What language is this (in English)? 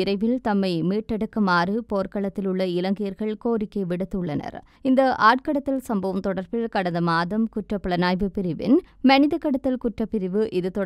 Tamil